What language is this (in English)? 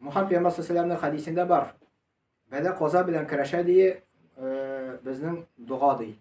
Tatar